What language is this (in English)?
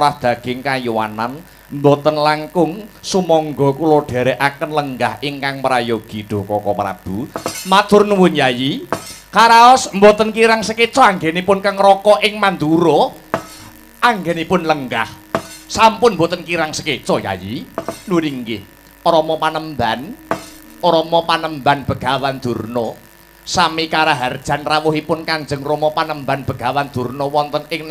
Javanese